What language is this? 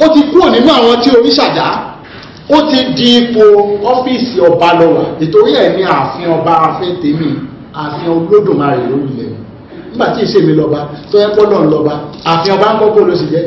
Yoruba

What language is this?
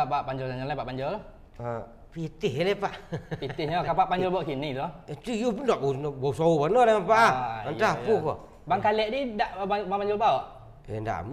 Minangkabau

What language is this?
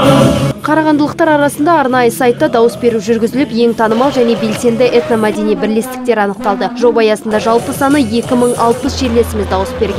Kazakh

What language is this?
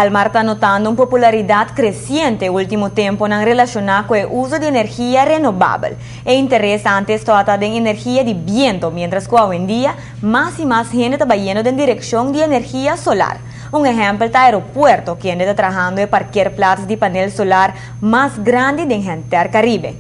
Papiamento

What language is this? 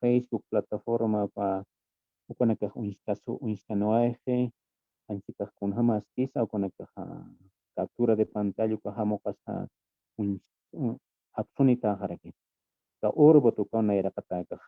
Aymara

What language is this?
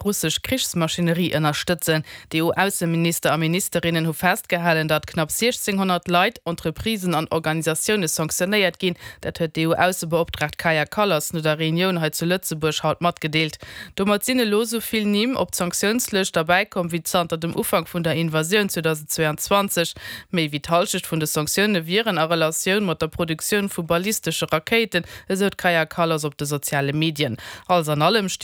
Luxembourgish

